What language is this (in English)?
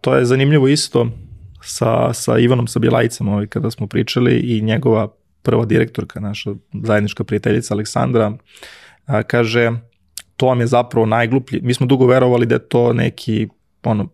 Serbian